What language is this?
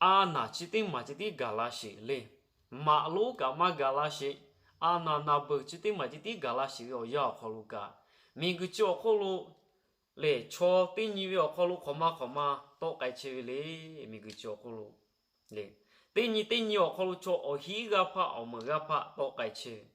Lahu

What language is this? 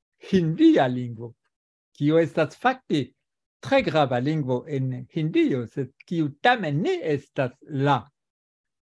Esperanto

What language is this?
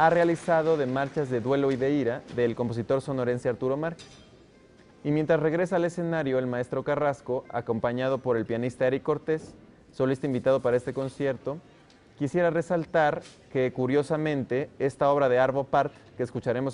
Spanish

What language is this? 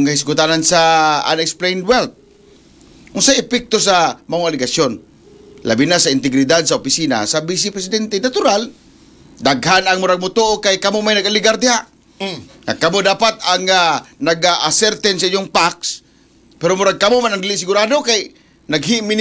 Cebuano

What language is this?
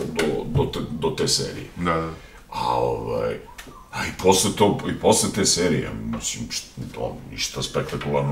Serbian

